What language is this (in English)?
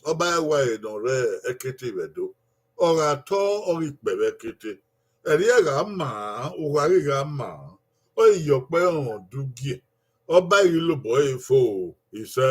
Bini